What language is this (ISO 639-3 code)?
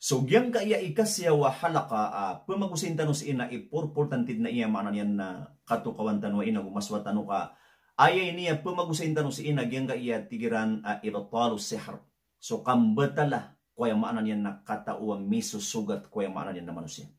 mrw